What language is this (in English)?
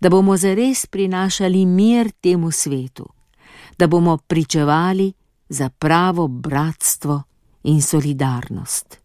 Slovenian